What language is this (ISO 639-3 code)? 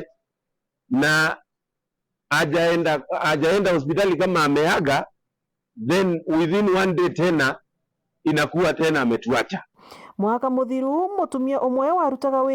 mer